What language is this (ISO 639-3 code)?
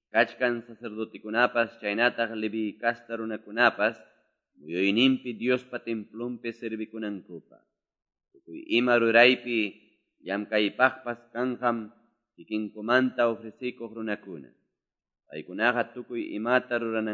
que